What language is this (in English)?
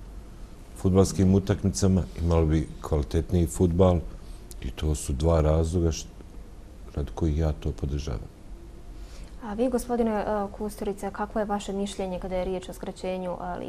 Bosnian